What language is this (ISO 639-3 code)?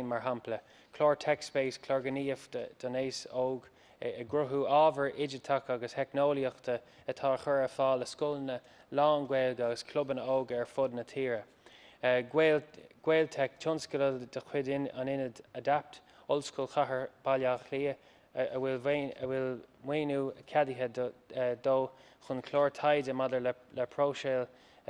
gle